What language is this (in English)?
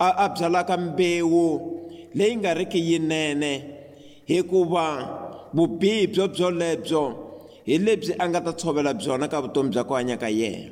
Tsonga